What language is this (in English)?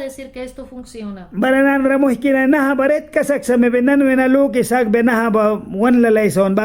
Mískito